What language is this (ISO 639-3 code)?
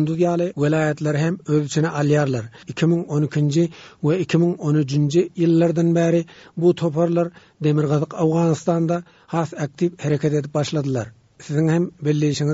tuk